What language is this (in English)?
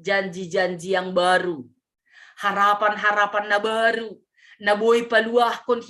Batak Simalungun